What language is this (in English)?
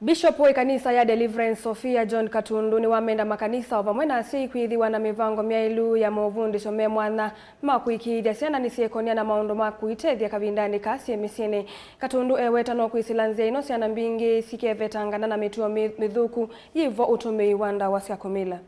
Kamba